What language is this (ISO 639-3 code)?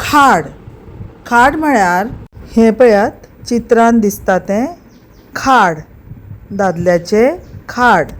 kok